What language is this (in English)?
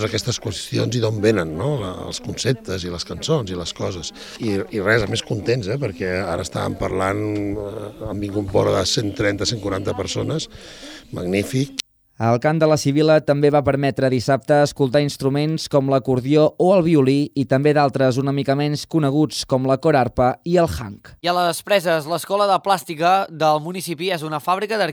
Catalan